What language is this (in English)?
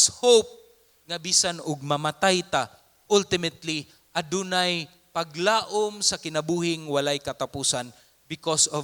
Cebuano